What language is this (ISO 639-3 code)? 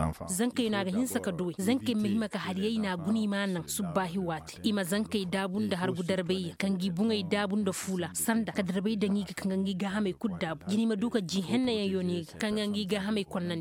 ses